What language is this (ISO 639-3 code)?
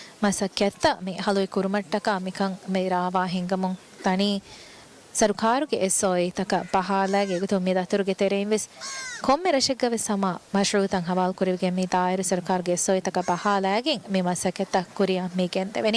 div